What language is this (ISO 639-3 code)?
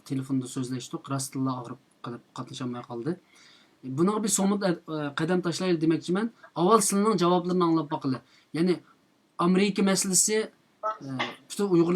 uig